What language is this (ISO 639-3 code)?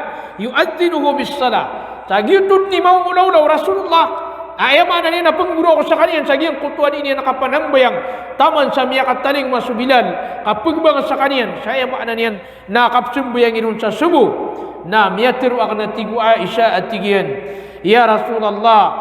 mrw